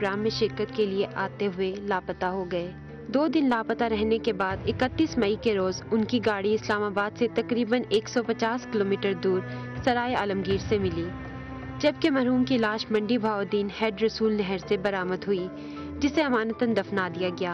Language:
Urdu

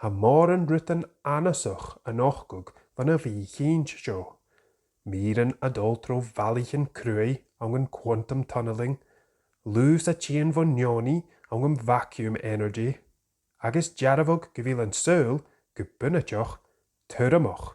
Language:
Scottish Gaelic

